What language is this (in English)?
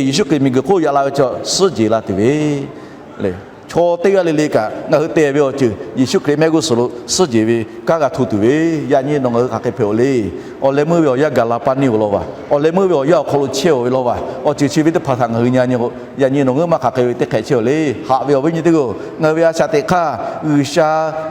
Lahu